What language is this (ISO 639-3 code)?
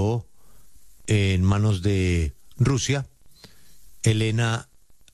spa